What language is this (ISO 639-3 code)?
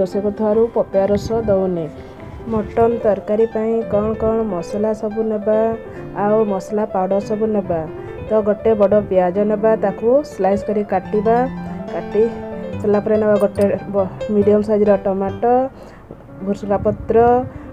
ori